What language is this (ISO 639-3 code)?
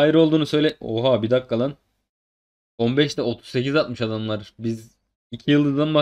tur